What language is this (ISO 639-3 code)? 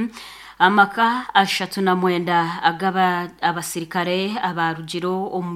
nyn